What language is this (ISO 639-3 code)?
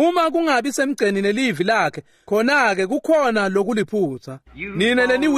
ssw